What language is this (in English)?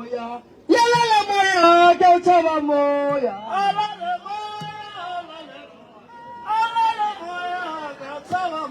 Northern Sotho